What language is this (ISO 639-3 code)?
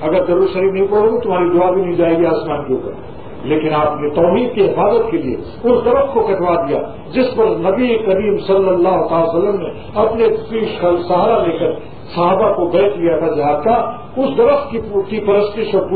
urd